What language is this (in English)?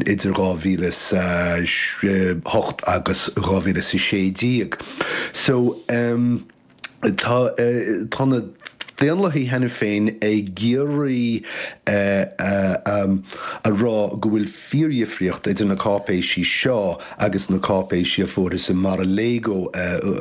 Irish